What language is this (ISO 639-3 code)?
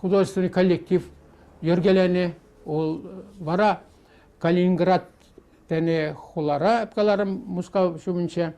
chv